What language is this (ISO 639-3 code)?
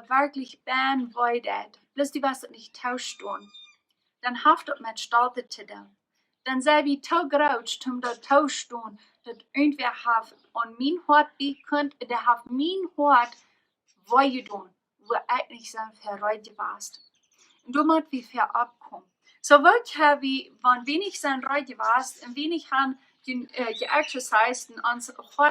pdt